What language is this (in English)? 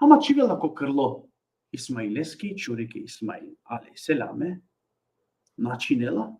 Balkan Romani